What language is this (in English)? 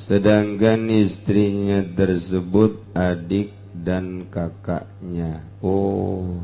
Sundanese